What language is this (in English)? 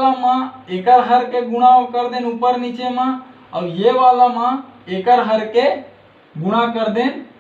Chhattisgarhi